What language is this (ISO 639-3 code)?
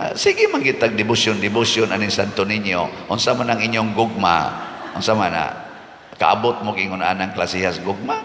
ceb